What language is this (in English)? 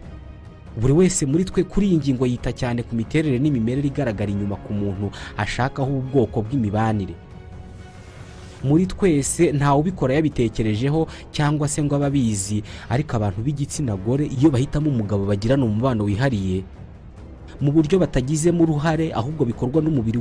Kinyarwanda